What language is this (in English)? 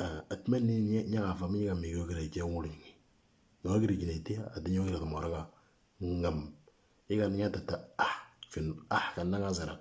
Moro